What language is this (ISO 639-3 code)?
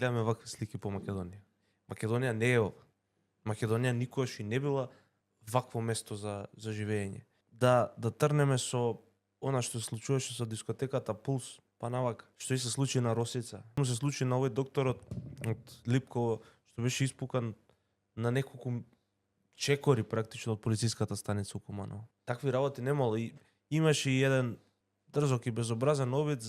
mkd